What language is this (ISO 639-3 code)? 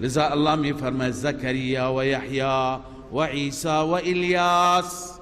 fas